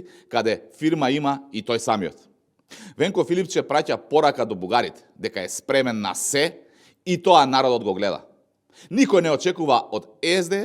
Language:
Macedonian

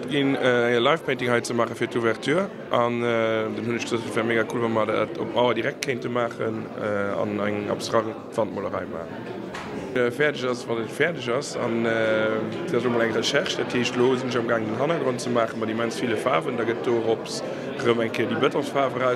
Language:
Luxembourgish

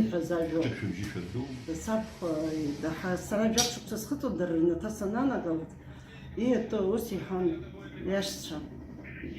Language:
Abkhazian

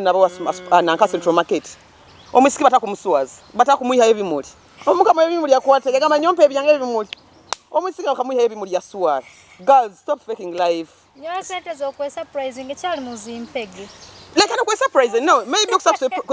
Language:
Nyoro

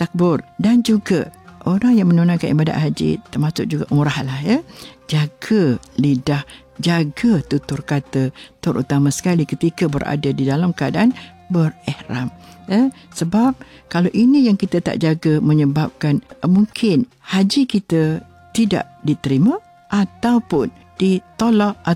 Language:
Malay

